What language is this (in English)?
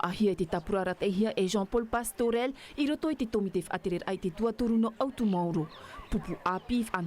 Tahitian